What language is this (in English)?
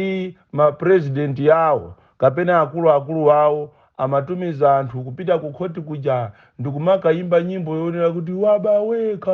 Nyanja